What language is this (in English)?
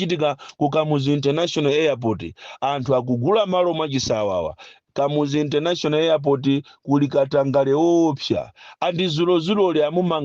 Nyanja